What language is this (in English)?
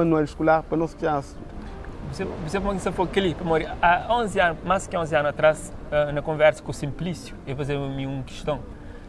Kabuverdianu